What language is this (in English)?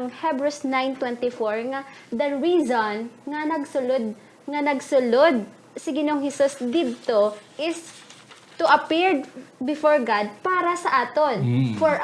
Hiligaynon